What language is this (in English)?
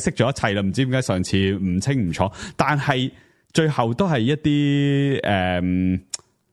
Cantonese